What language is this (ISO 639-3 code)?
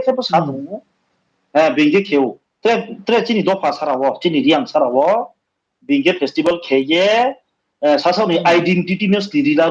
ria